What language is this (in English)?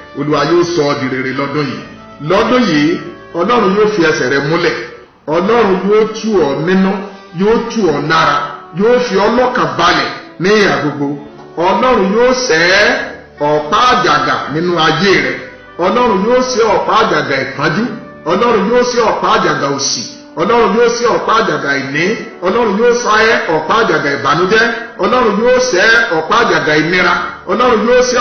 Yoruba